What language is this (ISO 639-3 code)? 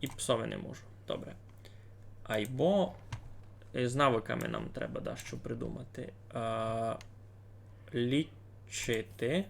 rue